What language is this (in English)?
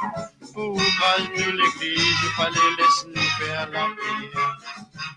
Morisyen